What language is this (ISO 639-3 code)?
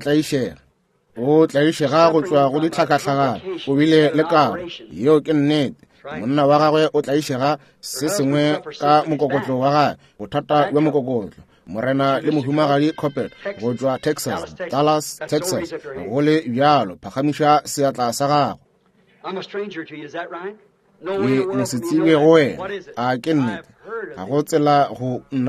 nso